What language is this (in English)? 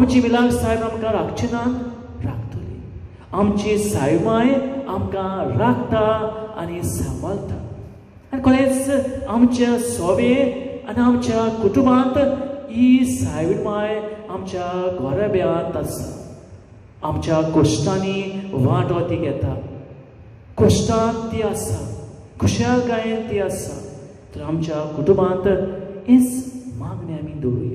Konkani